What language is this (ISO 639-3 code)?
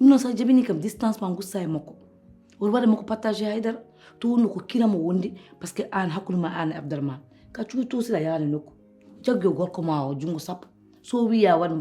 ful